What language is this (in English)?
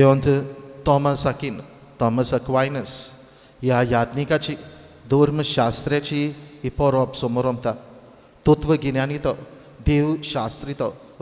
Konkani